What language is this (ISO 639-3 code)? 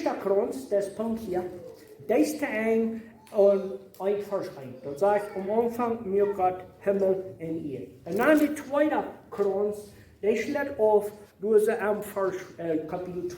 pdt